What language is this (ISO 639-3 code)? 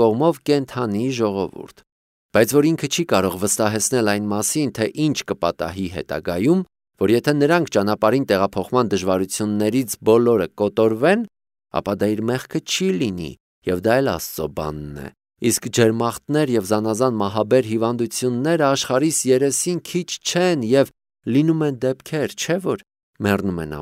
hye